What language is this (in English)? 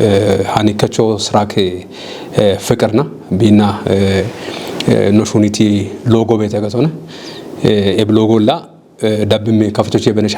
Kafa